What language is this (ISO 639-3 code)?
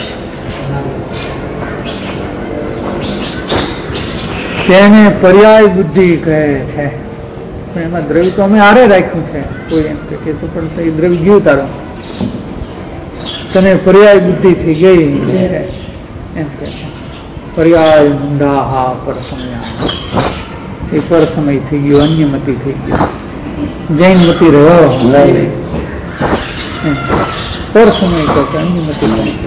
guj